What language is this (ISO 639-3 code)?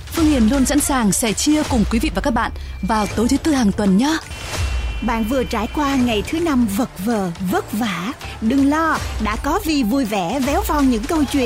vie